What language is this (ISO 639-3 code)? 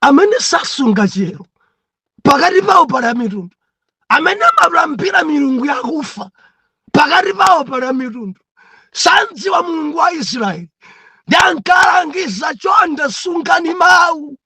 nya